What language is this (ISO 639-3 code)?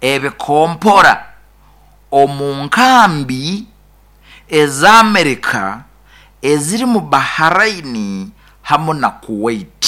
nyo